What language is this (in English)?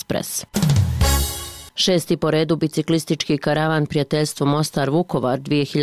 Bosnian